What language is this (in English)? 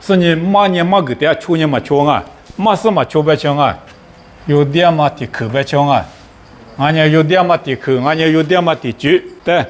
Lisu